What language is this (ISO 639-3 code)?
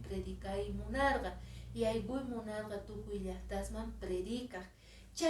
que